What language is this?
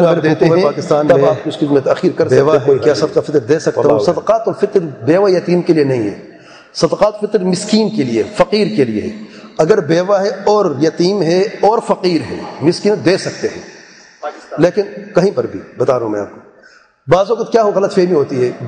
Urdu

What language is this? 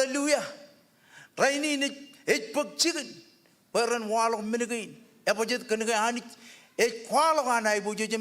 Marshallese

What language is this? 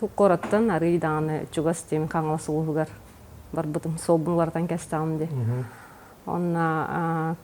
Yakut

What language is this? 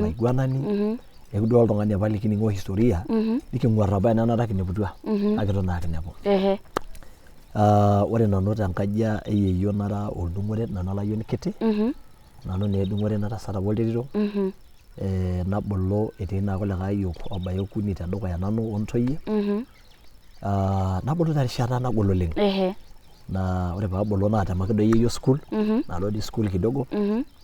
Masai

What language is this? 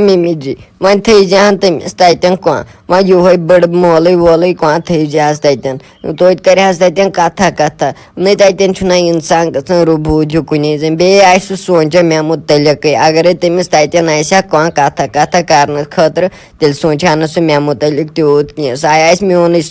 Kashmiri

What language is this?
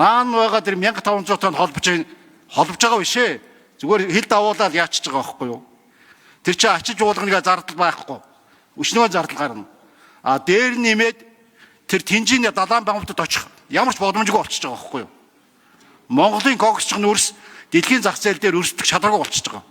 Mongolian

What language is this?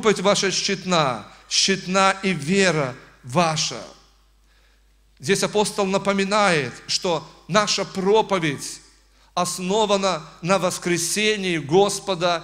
Russian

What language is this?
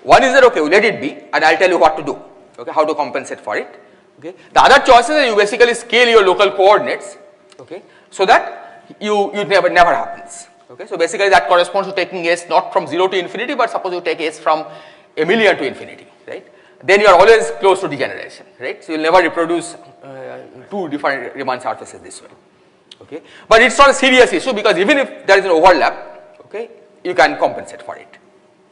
English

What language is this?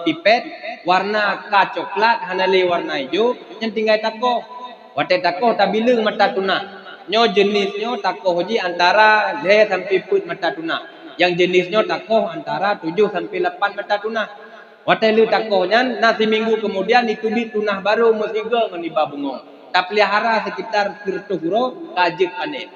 Achinese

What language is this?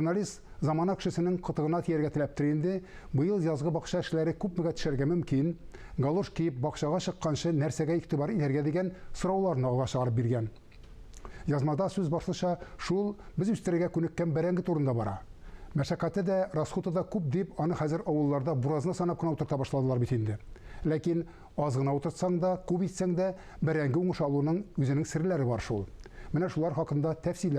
Tatar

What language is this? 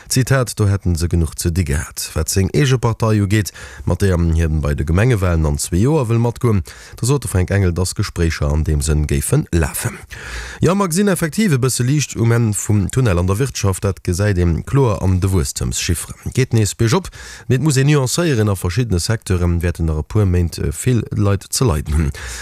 Luxembourgish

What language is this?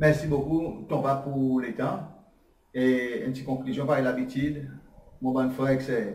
Seselwa Creole French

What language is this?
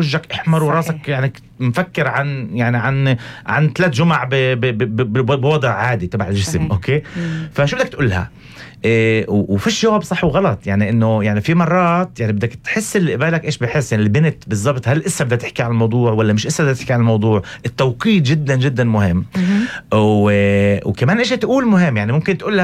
North Levantine Arabic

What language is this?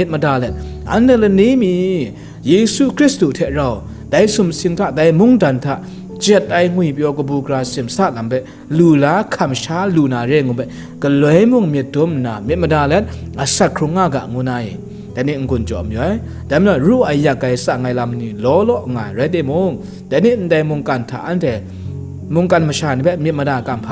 Kachin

